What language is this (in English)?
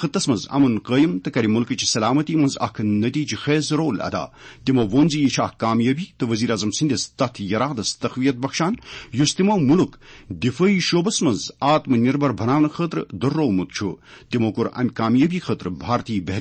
Kashmiri